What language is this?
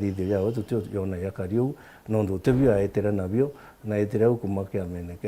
Meru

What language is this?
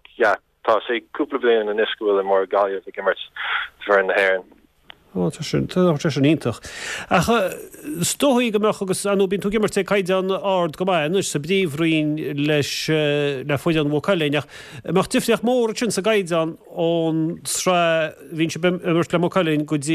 Irish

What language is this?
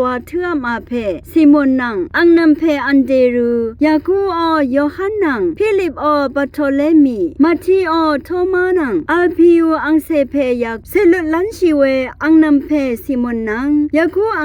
Rawang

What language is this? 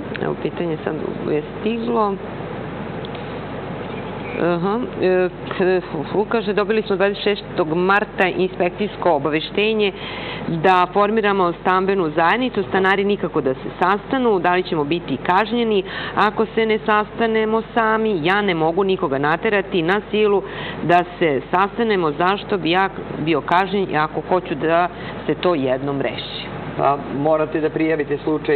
Serbian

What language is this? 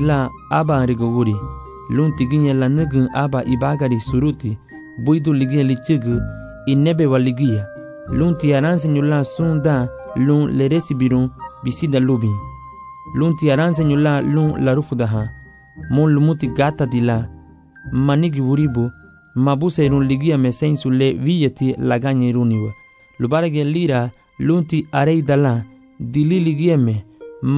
Garifuna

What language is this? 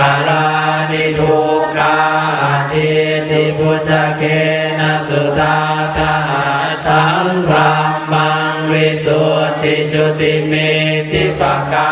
Pali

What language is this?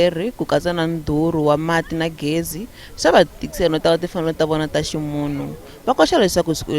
Tsonga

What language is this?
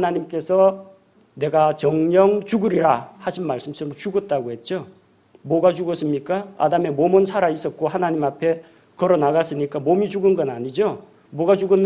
Korean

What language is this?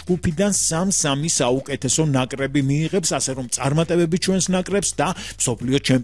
Georgian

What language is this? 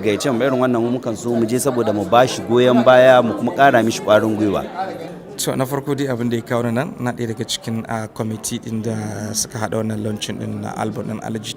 Hausa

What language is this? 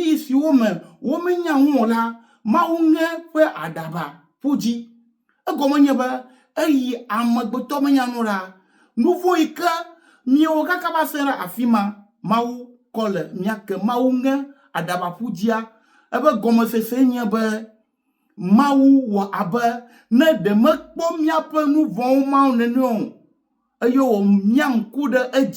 Ewe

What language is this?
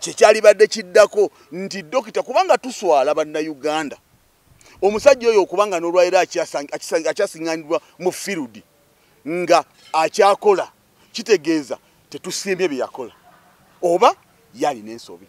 Ganda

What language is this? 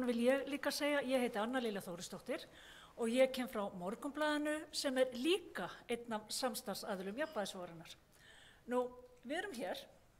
Icelandic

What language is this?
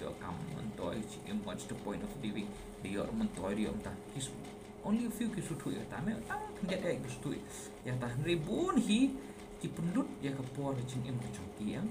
Khasi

